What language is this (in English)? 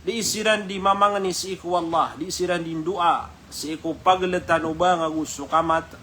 Maranao